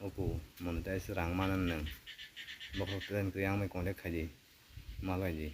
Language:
Kok Borok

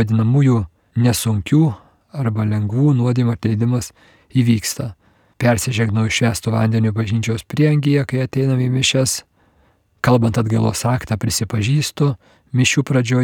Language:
Lithuanian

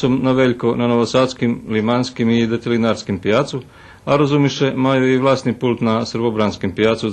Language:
Rusyn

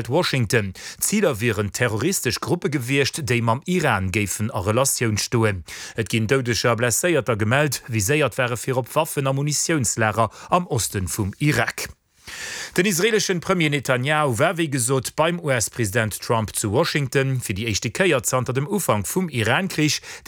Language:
Luxembourgish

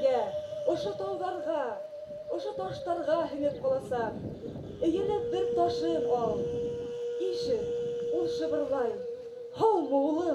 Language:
Bashkir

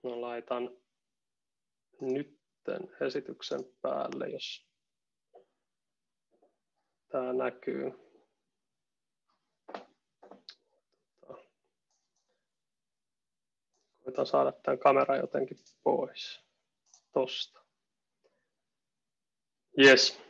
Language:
Finnish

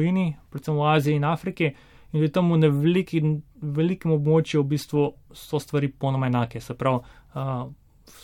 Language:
Slovenian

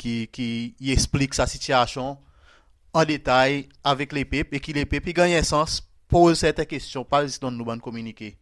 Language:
Seselwa Creole French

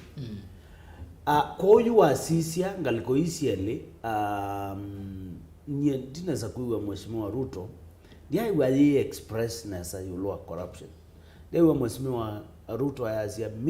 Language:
Kamba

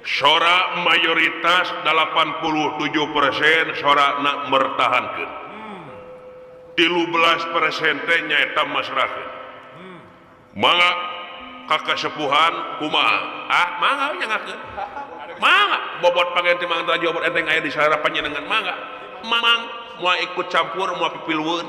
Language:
Sundanese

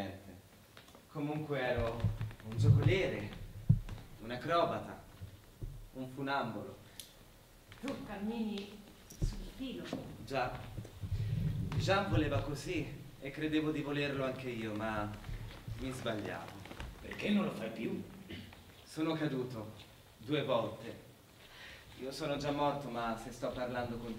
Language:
Italian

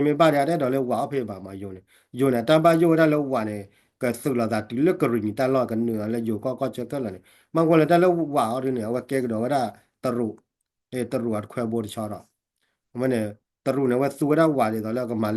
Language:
S'gaw Karen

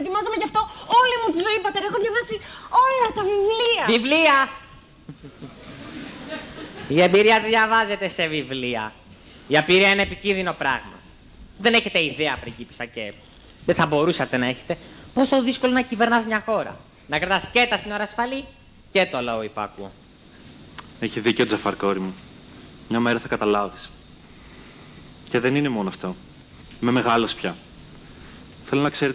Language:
Greek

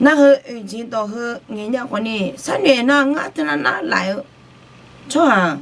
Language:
Akha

